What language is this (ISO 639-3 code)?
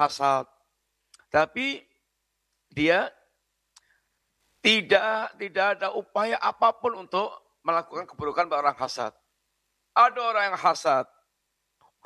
ind